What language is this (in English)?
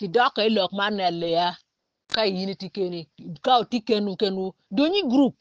Acoli